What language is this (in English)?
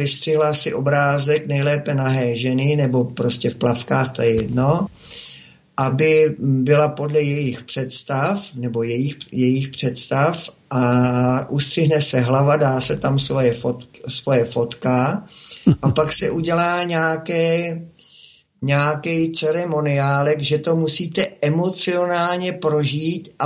Czech